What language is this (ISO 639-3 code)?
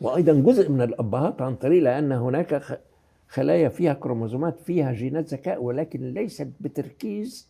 arz